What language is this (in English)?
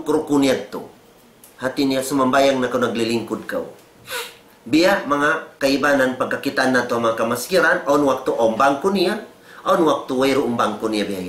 Tausug